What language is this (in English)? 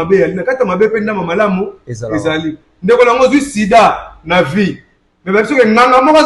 Lingala